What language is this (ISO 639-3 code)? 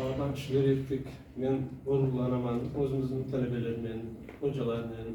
crh